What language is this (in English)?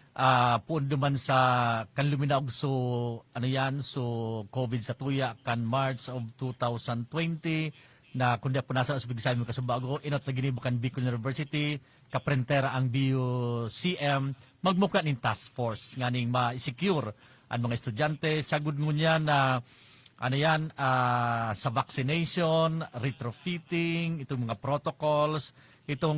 Bikol